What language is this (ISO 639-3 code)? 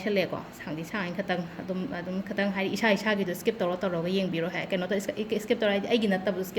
mni